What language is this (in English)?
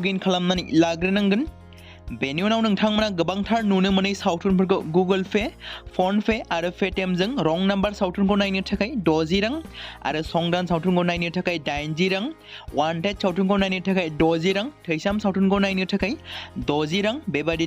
Bodo